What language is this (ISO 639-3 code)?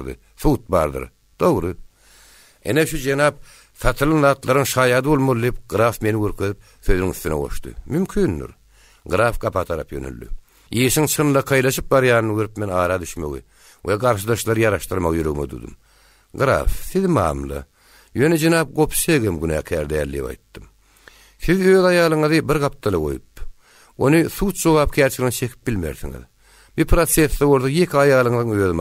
tuk